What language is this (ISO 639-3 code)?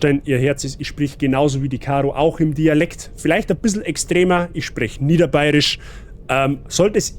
bar